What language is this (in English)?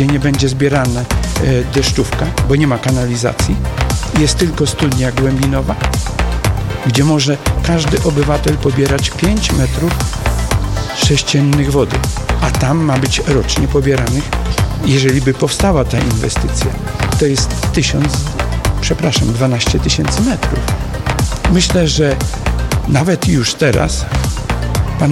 Polish